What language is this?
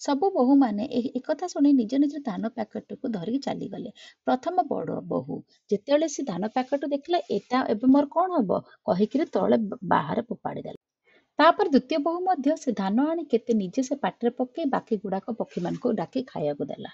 Odia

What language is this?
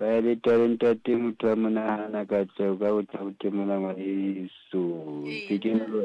Southern Sotho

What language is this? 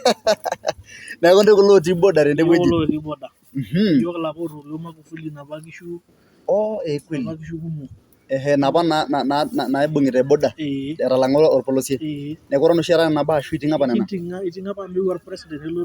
Masai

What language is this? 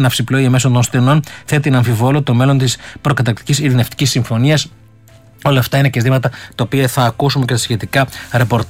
Greek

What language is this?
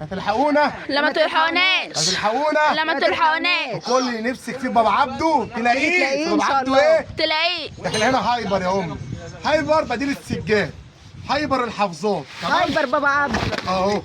Egyptian Arabic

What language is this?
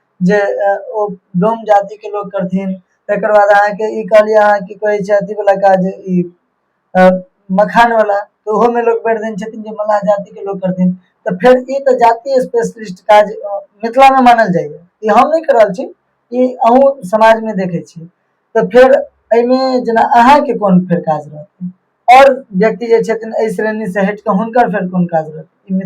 Maithili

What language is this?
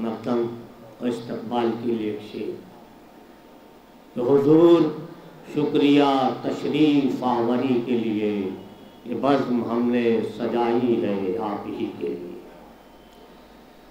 Urdu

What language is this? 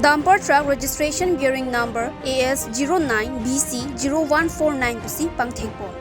Karbi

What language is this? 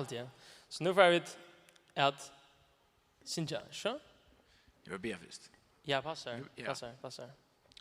Faroese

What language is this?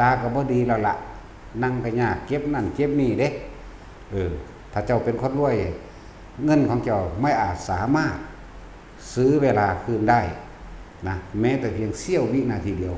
Lao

